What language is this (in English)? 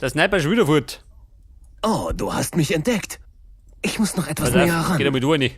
Bavarian